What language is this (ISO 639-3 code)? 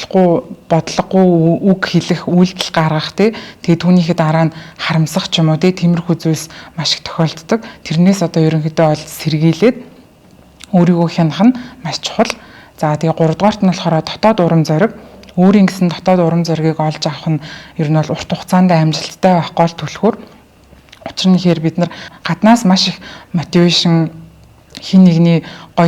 mon